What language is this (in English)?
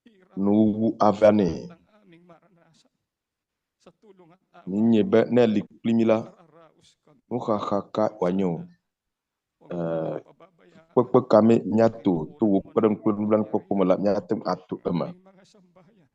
Ewe